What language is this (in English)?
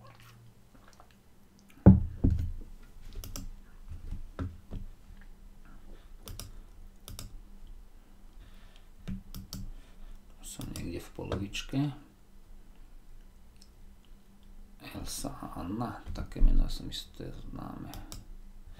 Slovak